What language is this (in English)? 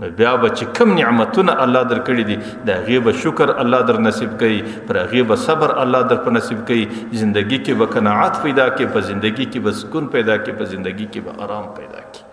Pashto